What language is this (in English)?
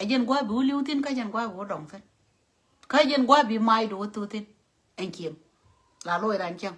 Nuer